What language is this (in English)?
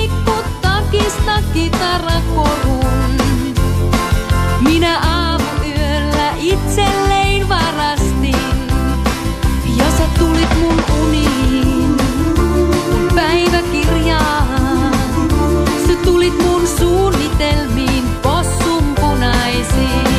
Finnish